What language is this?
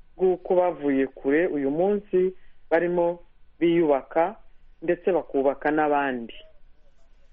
Kinyarwanda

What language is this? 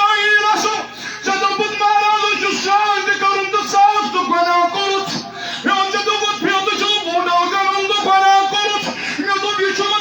Kashmiri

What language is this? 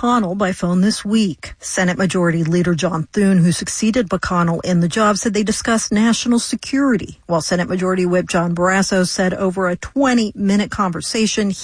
English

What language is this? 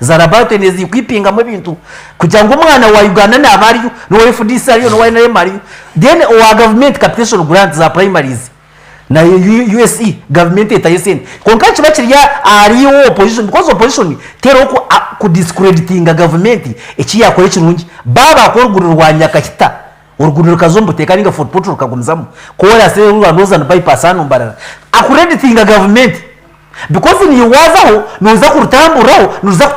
Nyankole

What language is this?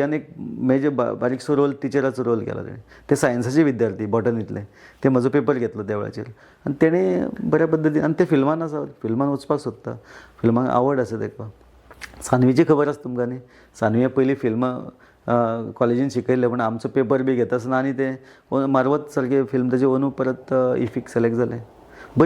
Konkani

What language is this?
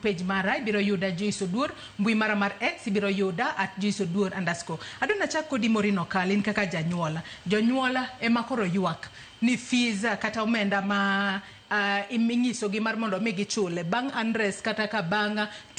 Luo (Kenya and Tanzania)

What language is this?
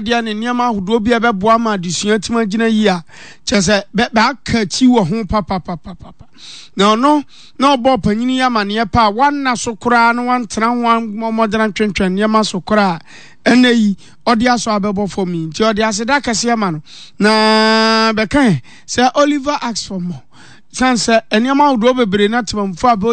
Akan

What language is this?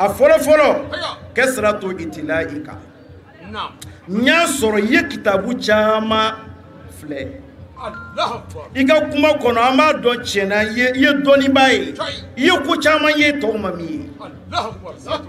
Bambara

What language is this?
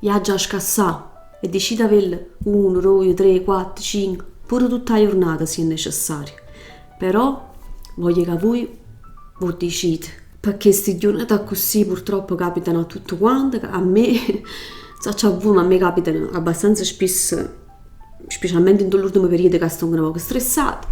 Neapolitan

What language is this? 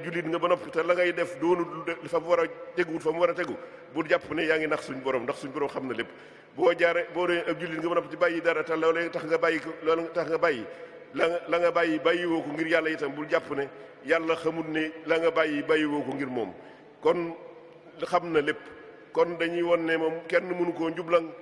Wolof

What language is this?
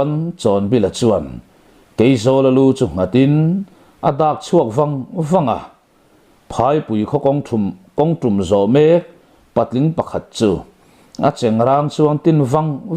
Mizo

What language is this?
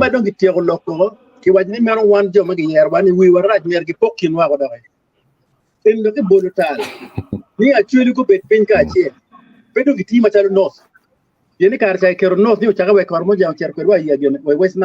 Acoli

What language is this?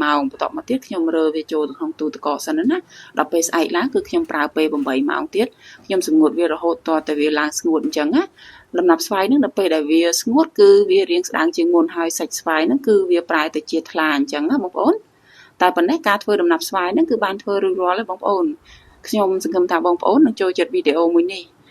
Khmer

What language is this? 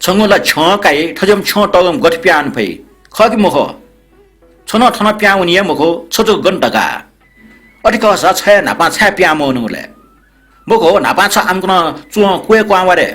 Newari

